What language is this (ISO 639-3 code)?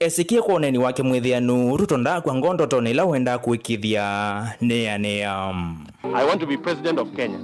kam